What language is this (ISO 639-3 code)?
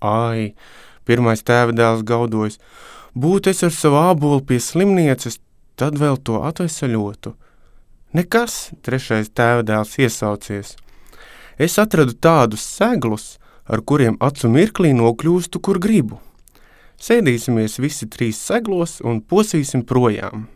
lav